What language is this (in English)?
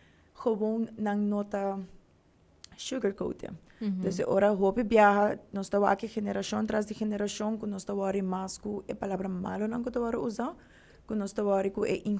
Papiamento